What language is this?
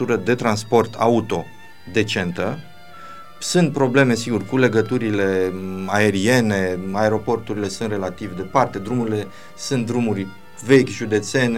Romanian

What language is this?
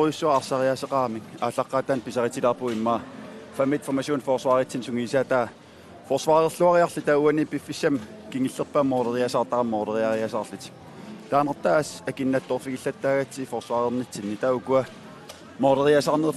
Kalaallisut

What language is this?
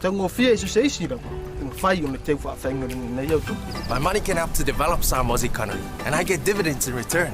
Samoan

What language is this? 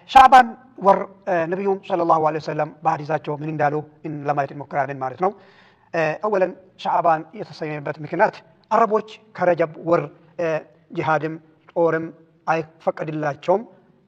Amharic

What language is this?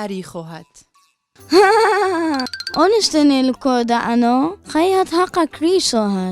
Turoyo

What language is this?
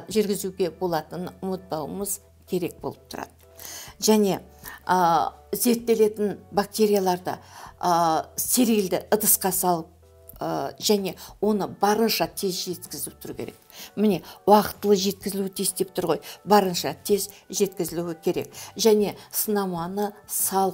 Kazakh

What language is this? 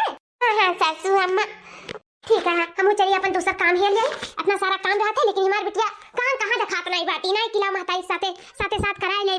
Awadhi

